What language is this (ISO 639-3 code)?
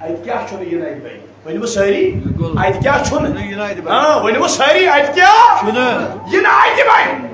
kas